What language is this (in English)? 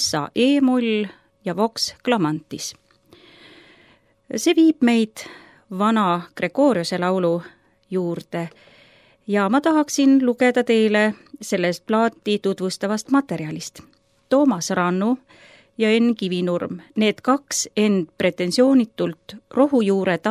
Estonian